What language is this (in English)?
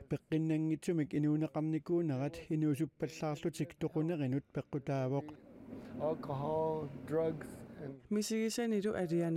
Kalaallisut